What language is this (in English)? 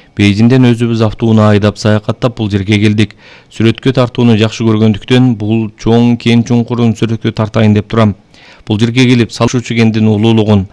Kyrgyz